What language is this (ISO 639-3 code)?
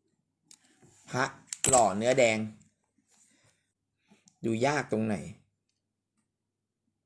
tha